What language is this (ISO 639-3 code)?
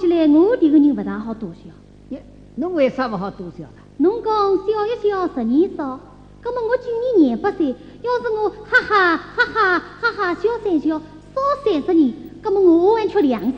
wuu